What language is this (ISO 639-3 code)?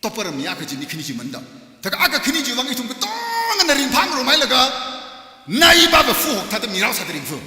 nmf